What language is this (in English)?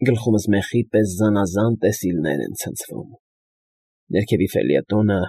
Armenian